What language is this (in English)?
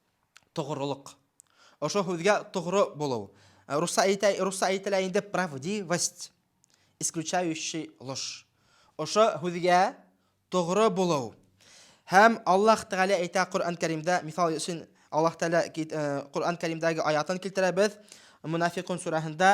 Bashkir